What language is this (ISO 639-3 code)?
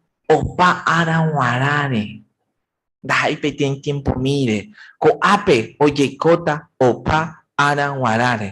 grn